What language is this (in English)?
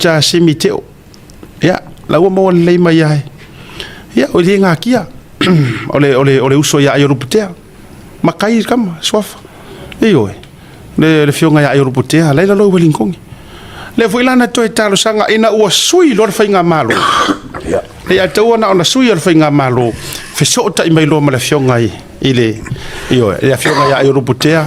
Samoan